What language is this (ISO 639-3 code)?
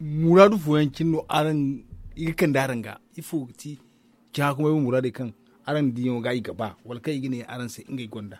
dje